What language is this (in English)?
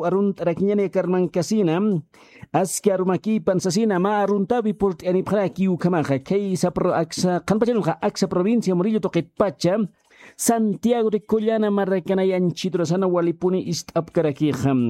Aymara